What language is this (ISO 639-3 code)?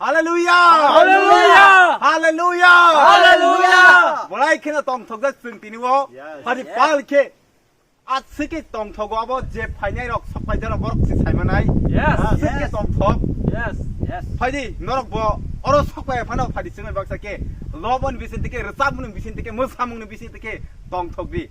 trp